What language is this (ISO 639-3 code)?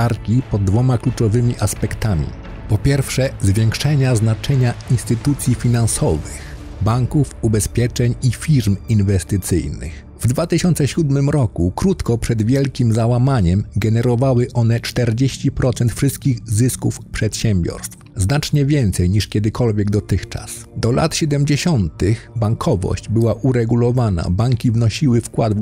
pol